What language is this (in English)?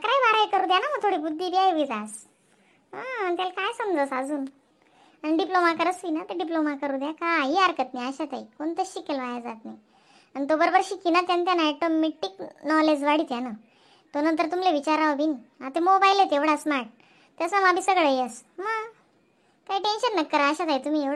Khandesi